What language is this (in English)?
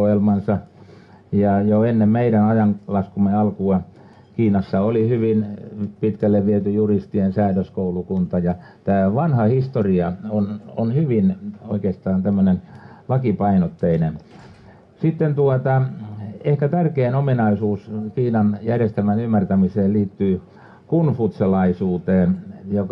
Finnish